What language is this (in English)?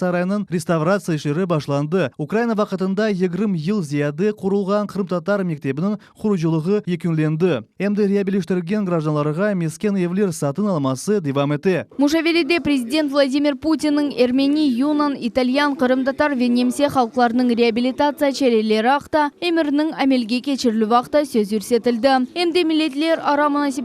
Crimean Tatar